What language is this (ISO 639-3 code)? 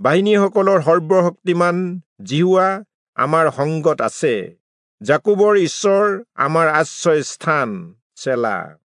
asm